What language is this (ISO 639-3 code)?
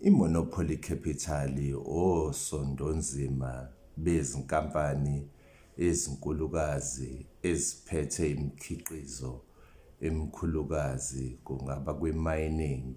zul